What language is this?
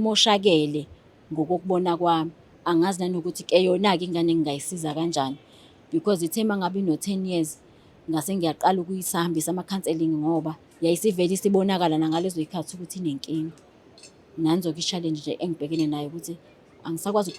Zulu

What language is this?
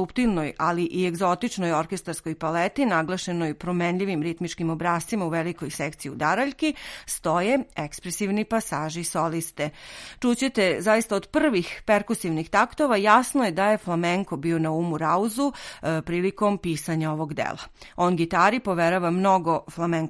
Serbian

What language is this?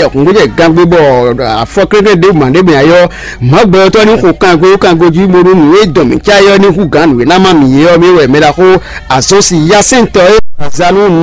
Fon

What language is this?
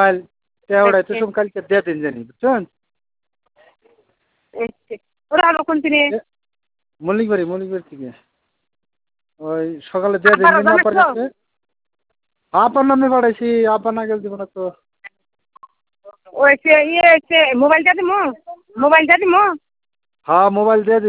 Bangla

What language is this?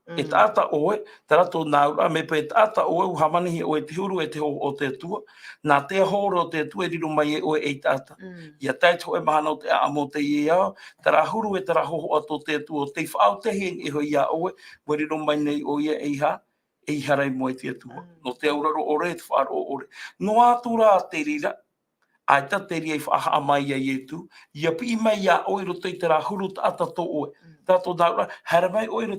Tahitian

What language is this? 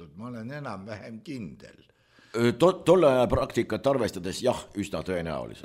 Estonian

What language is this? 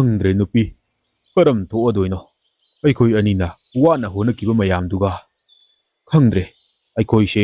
Manipuri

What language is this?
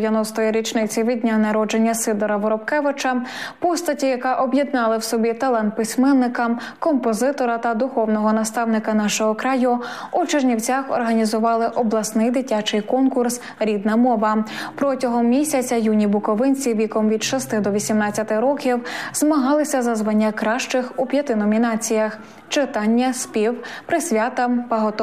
Ukrainian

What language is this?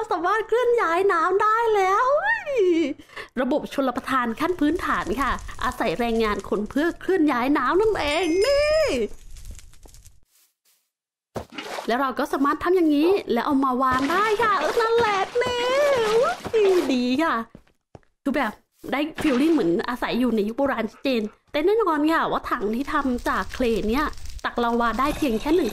Thai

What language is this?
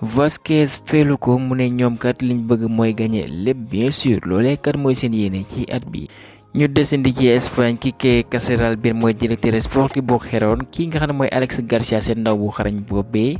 Wolof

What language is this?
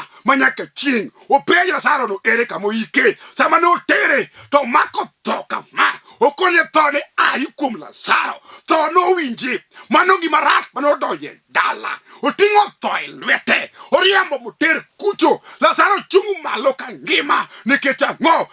Luo (Kenya and Tanzania)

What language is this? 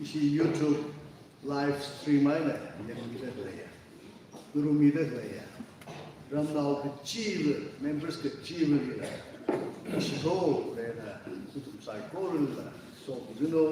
Tangkhul Naga (India)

